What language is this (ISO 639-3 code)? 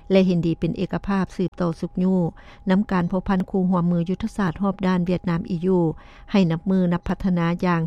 lao